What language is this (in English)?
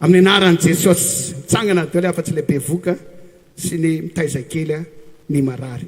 Malagasy